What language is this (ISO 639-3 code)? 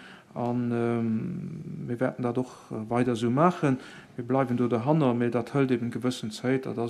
ltz